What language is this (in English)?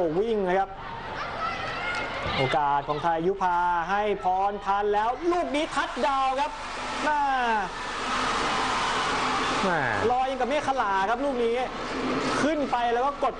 Thai